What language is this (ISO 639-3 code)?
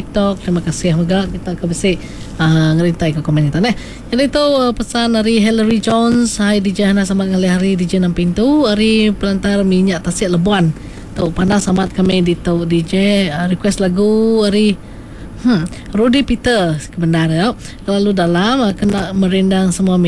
iba